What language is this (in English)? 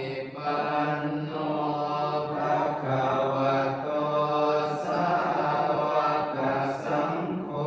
Pali